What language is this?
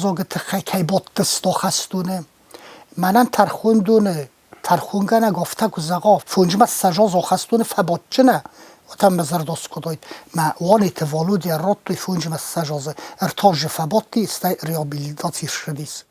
Ossetic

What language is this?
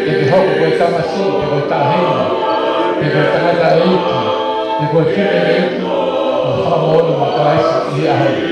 Tongan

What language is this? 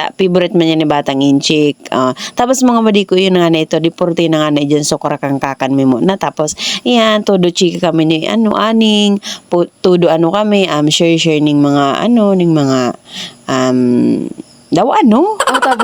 Bikol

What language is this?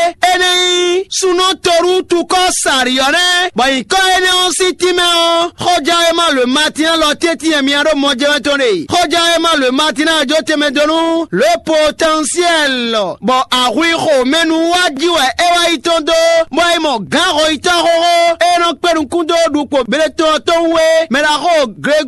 Fon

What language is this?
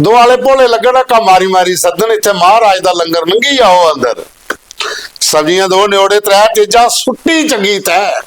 Dogri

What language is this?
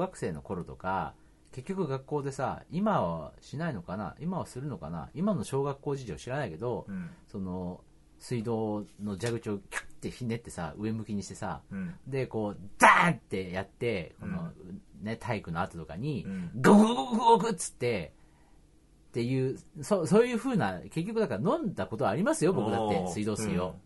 Japanese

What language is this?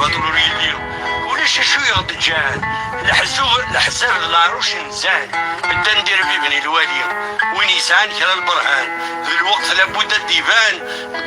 Kabyle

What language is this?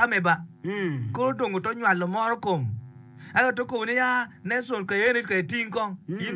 Acoli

